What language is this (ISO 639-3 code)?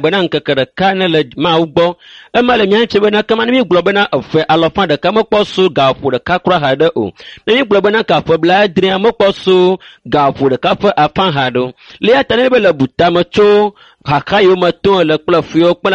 ewe